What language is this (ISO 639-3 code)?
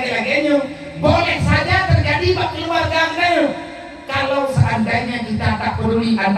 ace